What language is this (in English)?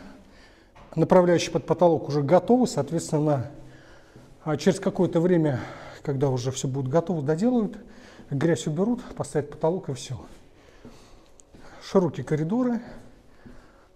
Russian